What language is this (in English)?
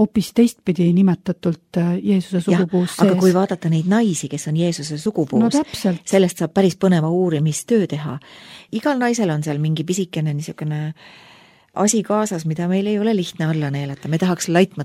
Estonian